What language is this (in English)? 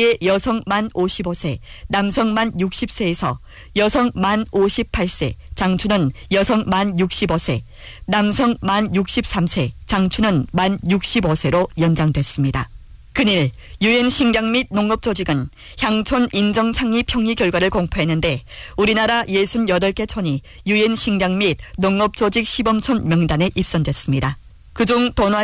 Korean